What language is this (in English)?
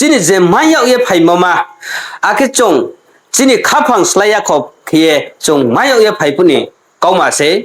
Riang (India)